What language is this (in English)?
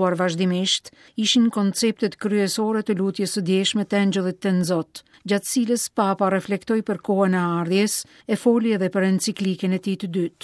Albanian